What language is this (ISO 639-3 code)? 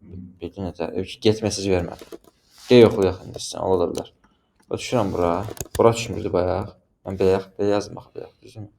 aze